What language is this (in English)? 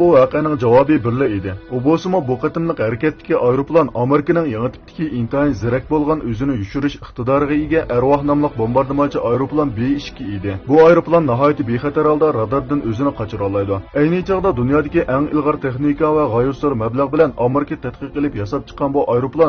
Uyghur